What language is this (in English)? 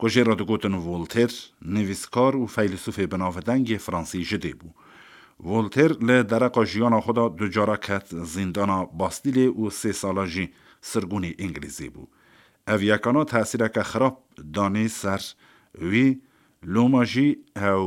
Kurdish